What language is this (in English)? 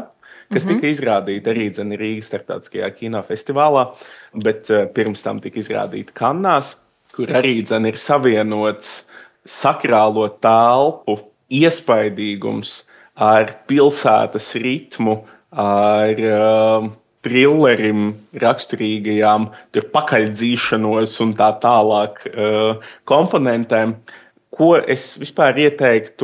Latvian